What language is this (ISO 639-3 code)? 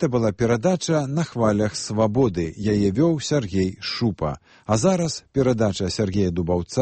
bel